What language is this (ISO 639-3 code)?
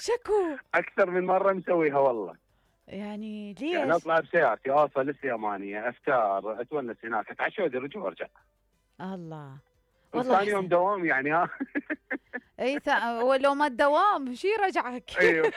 acm